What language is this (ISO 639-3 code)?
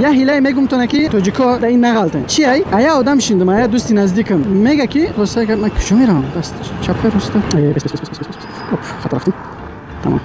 tgk